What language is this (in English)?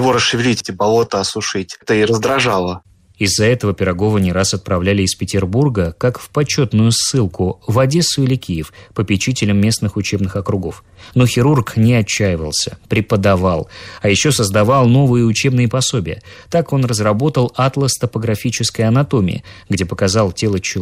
Russian